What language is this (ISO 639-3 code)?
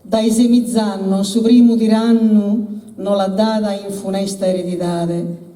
srd